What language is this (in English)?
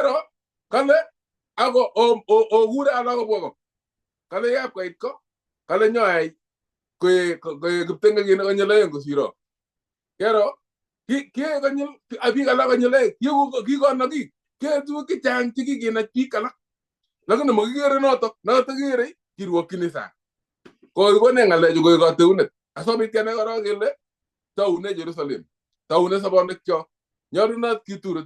Kalenjin